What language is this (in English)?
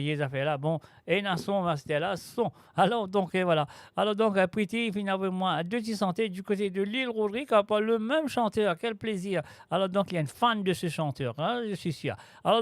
Morisyen